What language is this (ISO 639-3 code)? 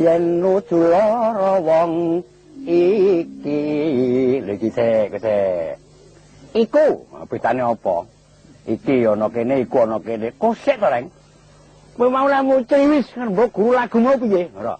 jav